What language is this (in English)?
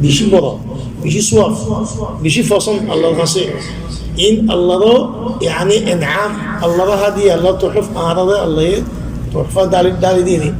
Rohingya